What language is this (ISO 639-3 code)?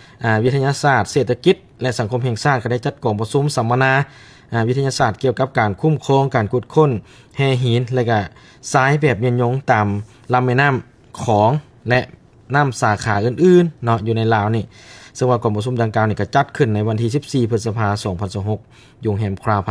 lao